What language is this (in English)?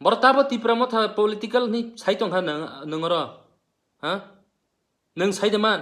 Kok Borok